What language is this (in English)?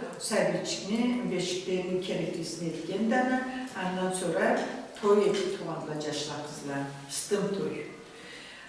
Karachay-Balkar